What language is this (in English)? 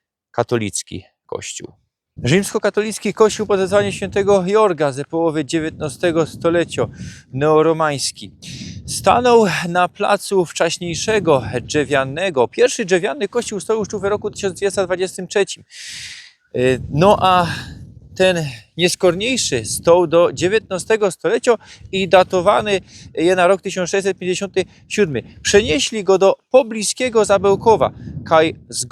Silesian